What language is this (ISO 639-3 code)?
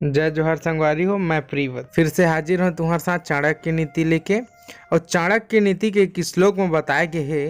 hne